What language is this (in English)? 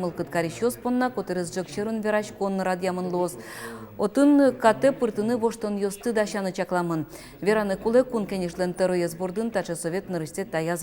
Udmurt